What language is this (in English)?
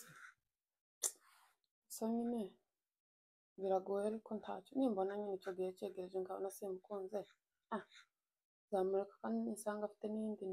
Kinyarwanda